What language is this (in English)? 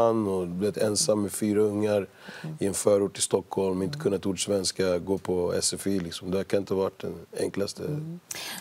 Swedish